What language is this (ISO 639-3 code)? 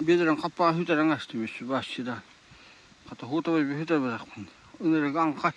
sah